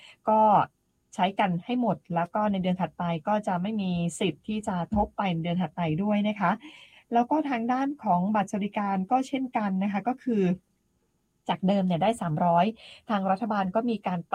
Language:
Thai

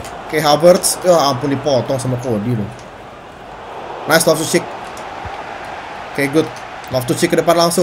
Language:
Indonesian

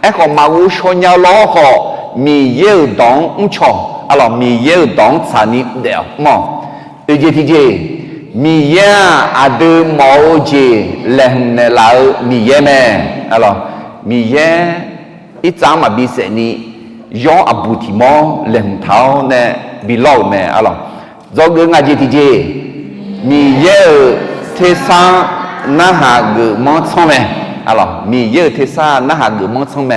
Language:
Akha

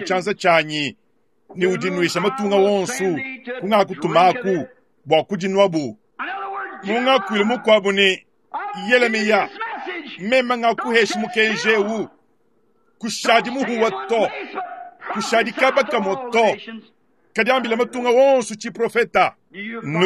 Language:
Luba-Lulua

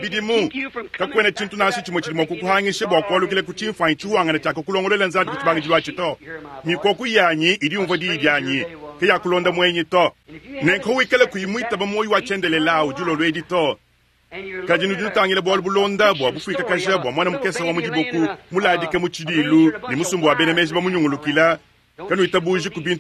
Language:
Luba-Lulua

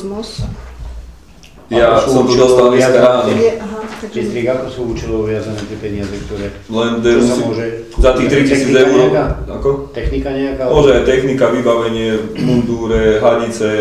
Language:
Slovak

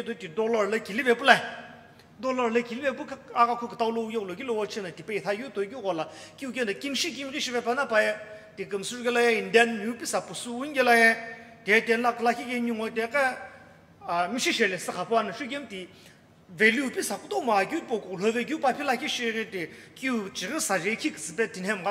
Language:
Sumi Naga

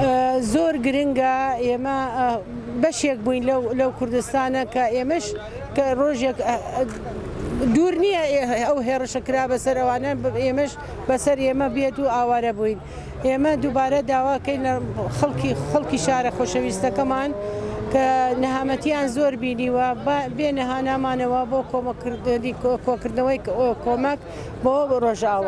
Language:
Central Kurdish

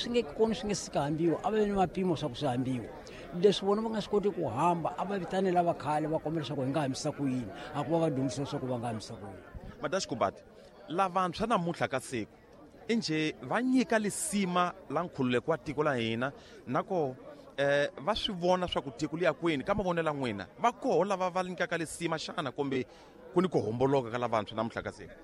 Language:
Tsonga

